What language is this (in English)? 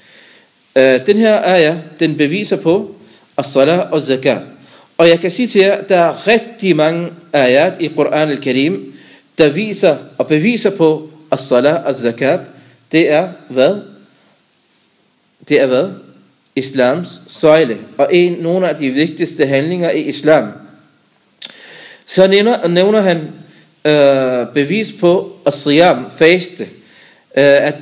Danish